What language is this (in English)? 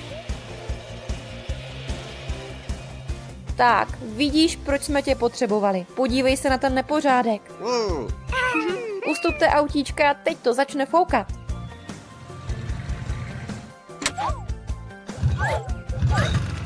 Czech